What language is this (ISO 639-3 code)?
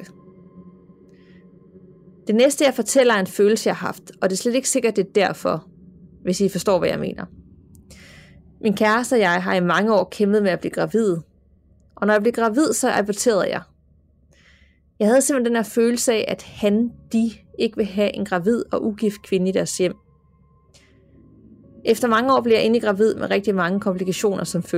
dan